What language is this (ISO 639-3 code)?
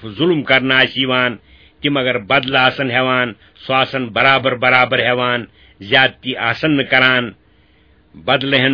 kas